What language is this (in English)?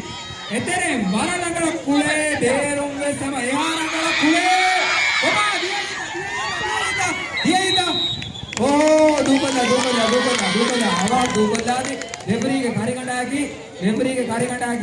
Divehi